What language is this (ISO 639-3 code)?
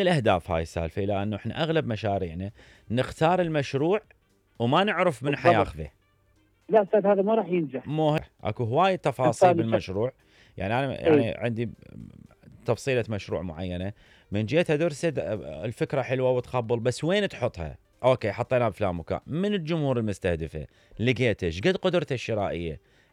acm